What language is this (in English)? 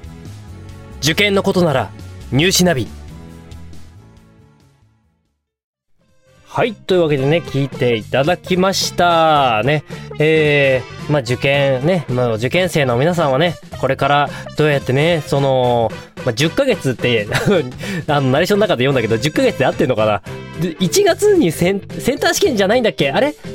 Japanese